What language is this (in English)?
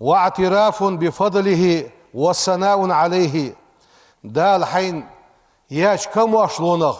Ingush